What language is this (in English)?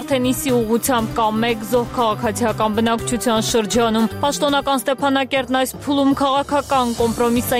Armenian